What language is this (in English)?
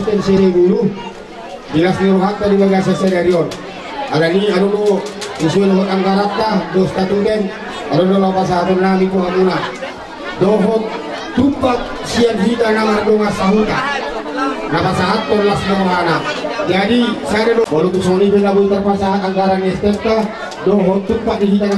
Batak Toba